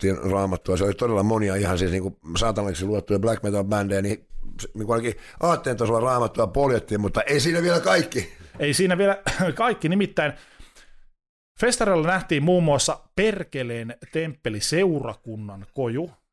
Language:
Finnish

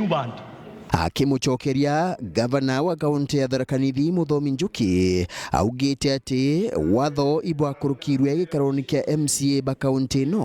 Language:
Meru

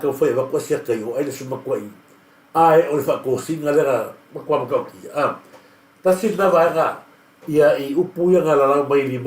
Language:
Samoan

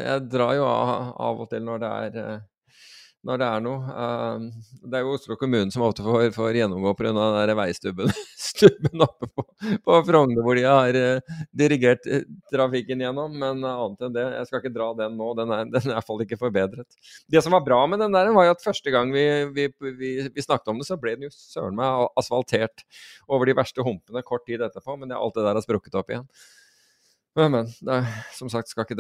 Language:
Norwegian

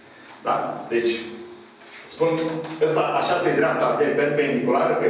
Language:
Romanian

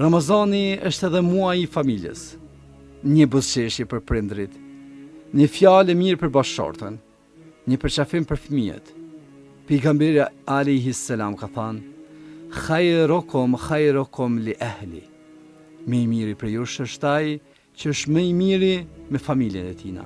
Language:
Albanian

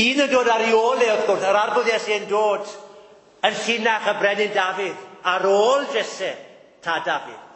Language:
Welsh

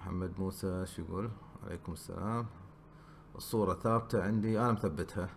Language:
Gulf Arabic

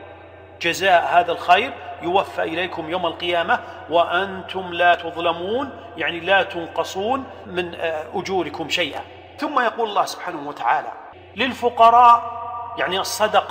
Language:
Arabic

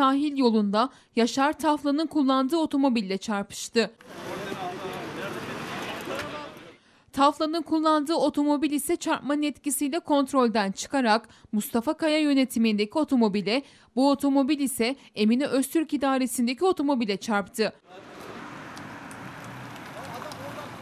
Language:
Turkish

